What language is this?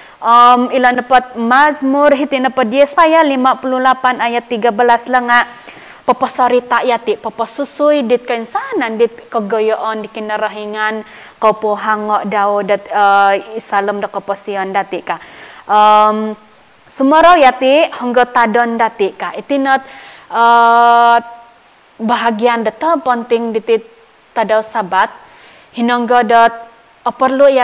Central Dusun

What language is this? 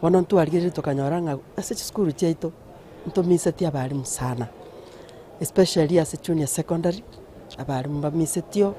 Gusii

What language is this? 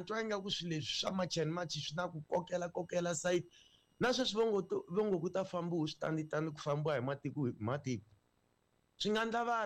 Tsonga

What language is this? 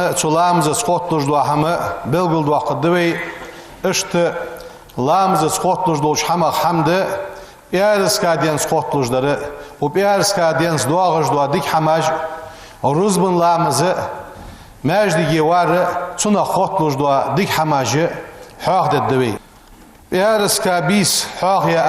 Ingush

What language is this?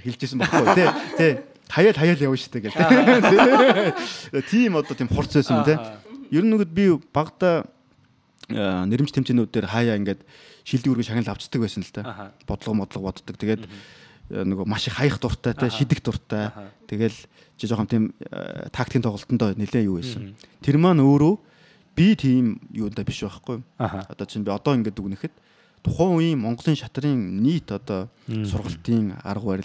Mongolian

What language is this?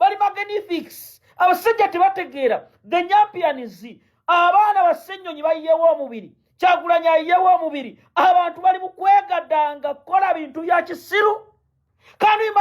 Ganda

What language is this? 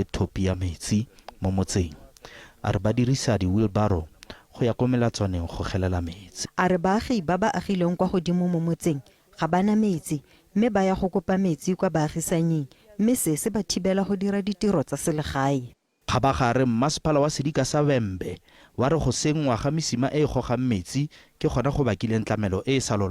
Tswana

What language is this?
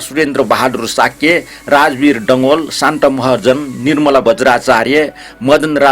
Newari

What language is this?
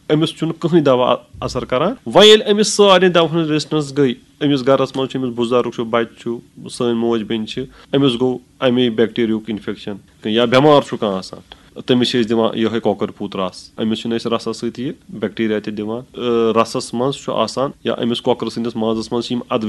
Kashmiri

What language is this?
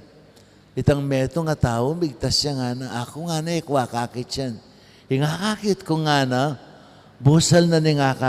Pampanga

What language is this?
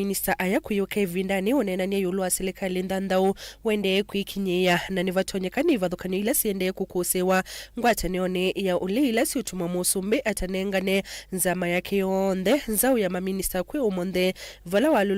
Kamba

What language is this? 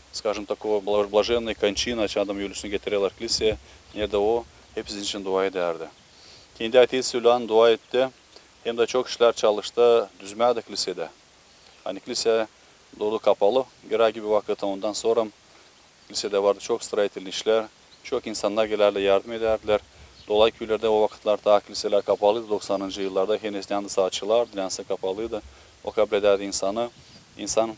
Gagauz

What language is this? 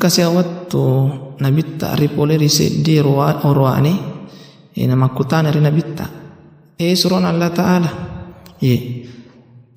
Buginese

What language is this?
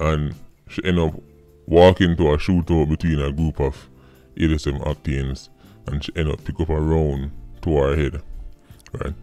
Jamaican Creole English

